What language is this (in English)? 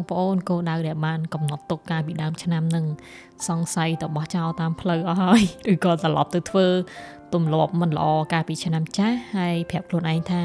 Khmer